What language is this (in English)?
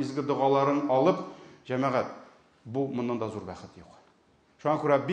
Tatar